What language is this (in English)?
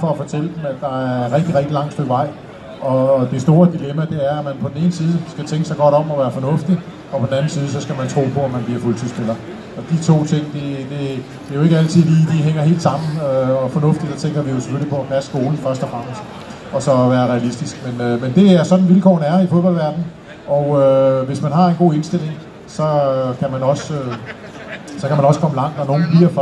Danish